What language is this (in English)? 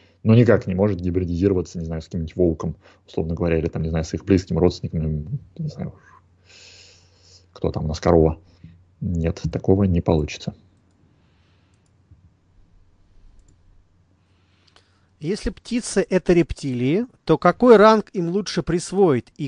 Russian